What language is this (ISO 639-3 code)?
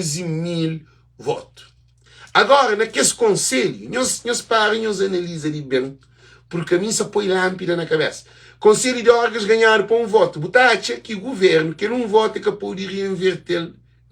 kea